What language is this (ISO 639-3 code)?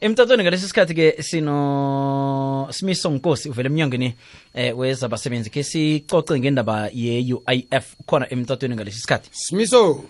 nbl